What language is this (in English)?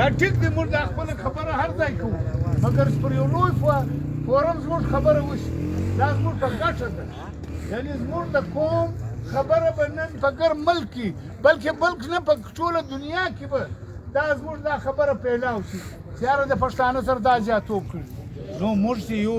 Pashto